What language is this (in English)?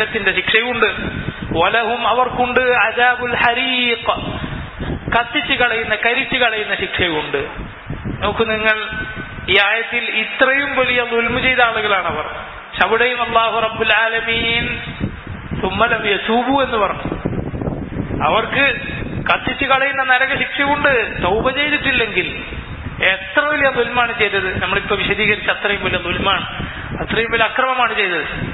Malayalam